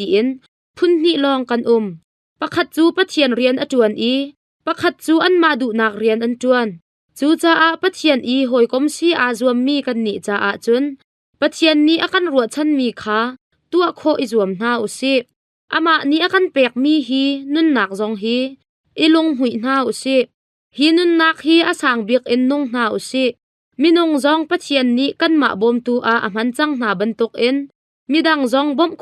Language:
Hakha Chin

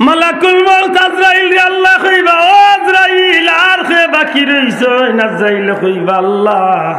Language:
Sylheti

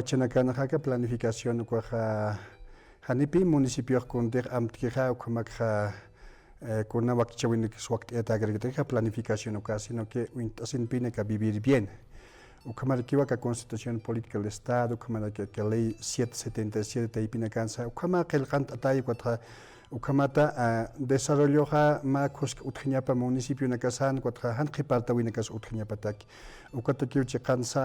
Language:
Aymara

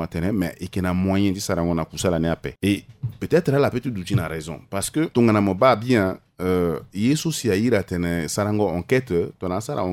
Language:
Sango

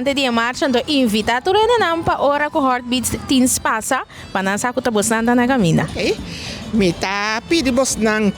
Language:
Papiamento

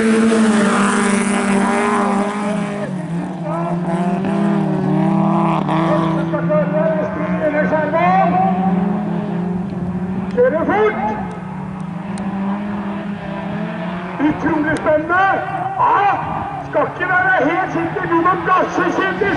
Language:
Norwegian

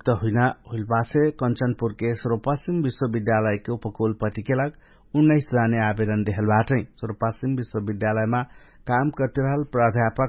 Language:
Dangaura Tharu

